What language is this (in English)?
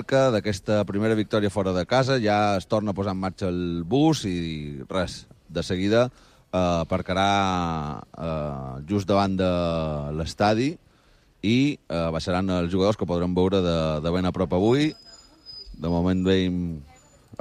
Catalan